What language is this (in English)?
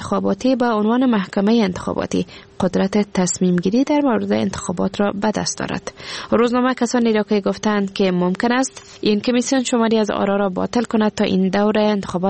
Persian